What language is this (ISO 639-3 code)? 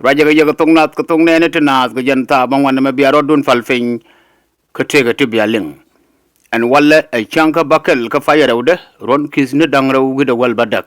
nus